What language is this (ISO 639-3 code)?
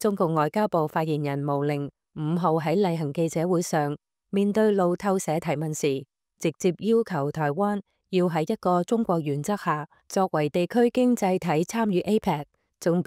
yue